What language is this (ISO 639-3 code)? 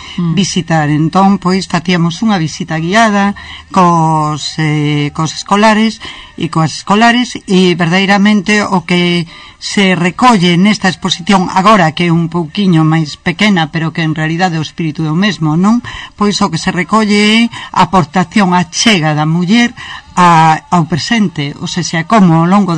glg